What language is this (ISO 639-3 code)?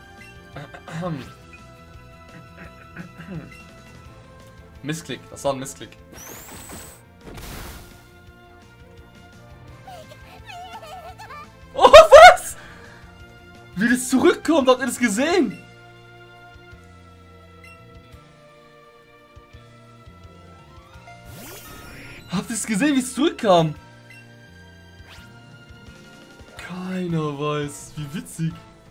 deu